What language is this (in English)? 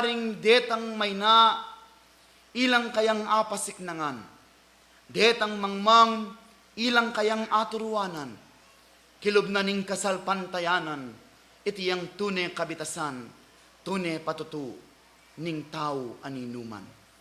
Pampanga